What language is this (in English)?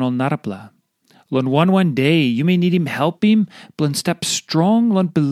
Tok Pisin